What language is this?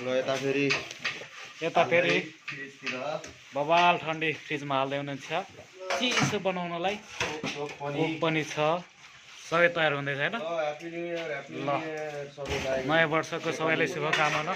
Nepali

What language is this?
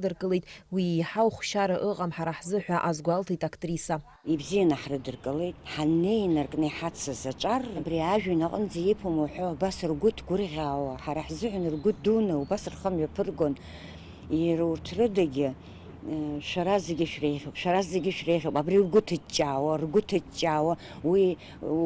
Abkhazian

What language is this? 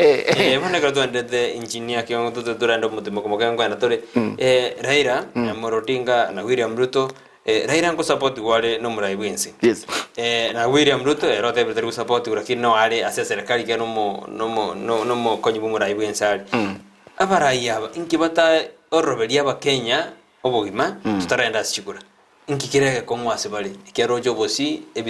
Gusii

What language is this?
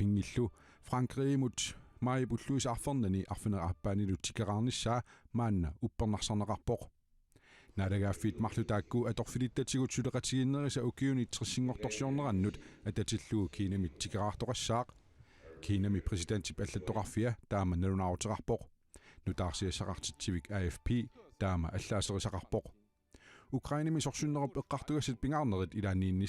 Kalaallisut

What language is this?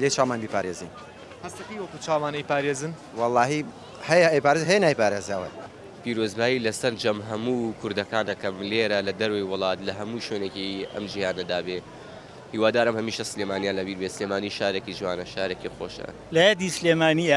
Central Kurdish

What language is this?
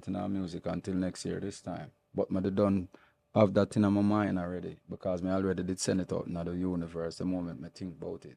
Jamaican Creole English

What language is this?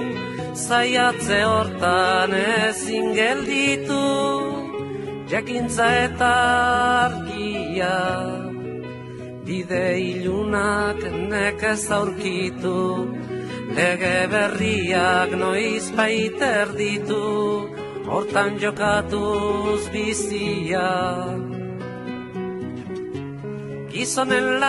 Basque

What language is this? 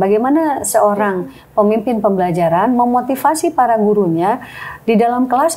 Indonesian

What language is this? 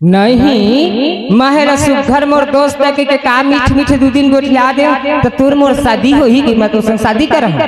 Chhattisgarhi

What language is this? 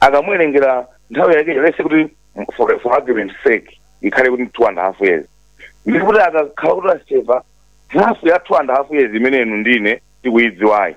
Nyanja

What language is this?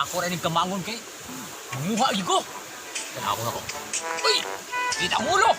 Cebuano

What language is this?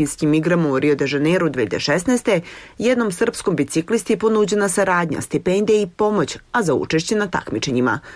Serbian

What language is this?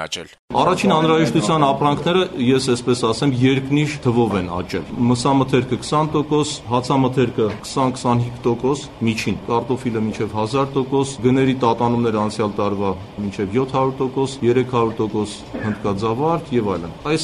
Armenian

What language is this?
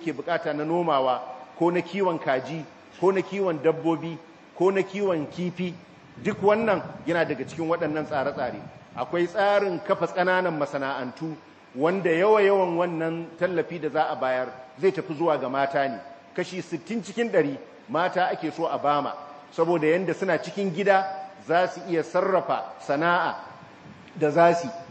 Hausa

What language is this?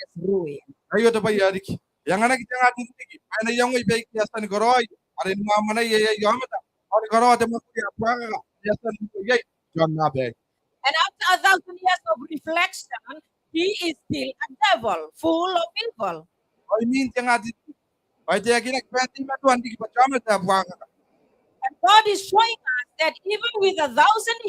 Gilbertese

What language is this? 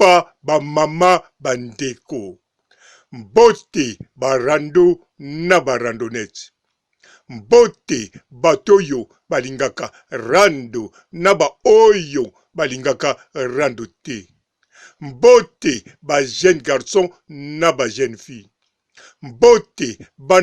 Lingala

